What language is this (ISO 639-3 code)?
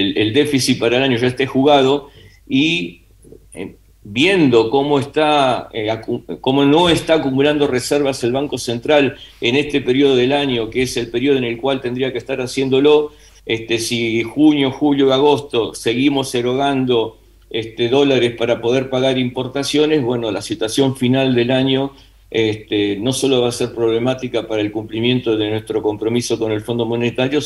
spa